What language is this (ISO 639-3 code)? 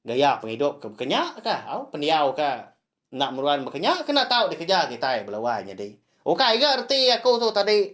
iba